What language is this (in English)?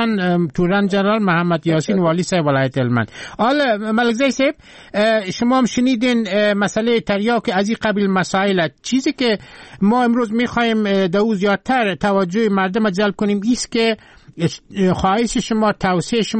Persian